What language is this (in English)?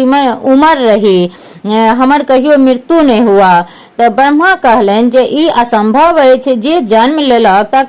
Maithili